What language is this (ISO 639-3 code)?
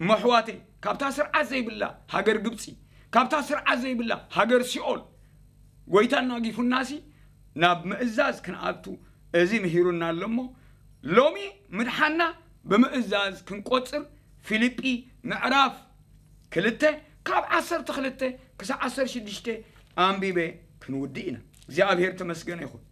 tir